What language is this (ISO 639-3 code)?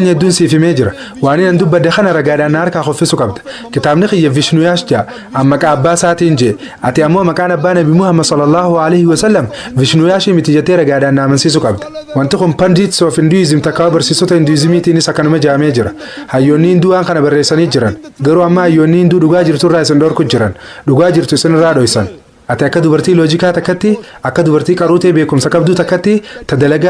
orm